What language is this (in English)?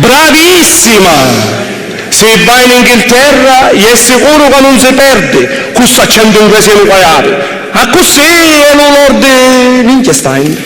Sicilian